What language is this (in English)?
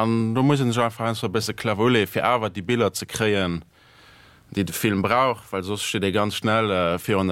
Luxembourgish